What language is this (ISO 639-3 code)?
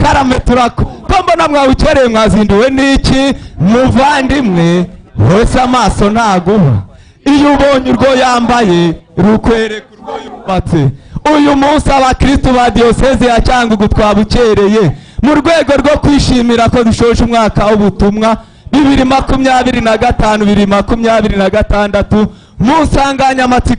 kin